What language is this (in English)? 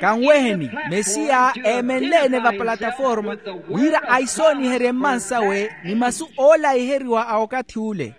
Makhuwa